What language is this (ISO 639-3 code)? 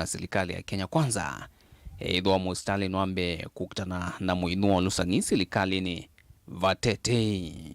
kam